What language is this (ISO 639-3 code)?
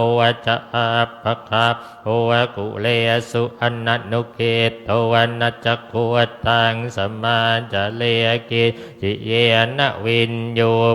pli